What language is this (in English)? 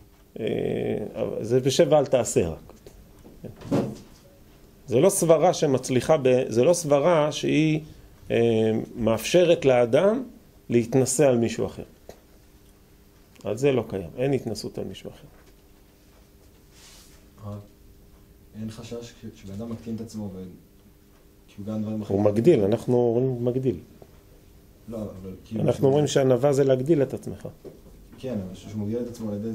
Hebrew